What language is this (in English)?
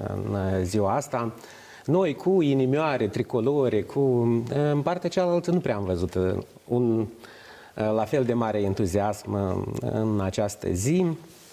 Romanian